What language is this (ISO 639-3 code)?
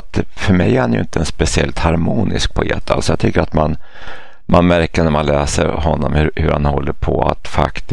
swe